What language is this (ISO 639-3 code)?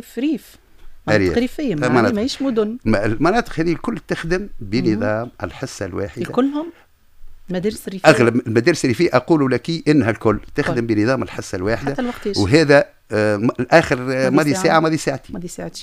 aeb